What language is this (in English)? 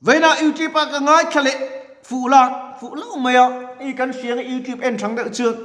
Mizo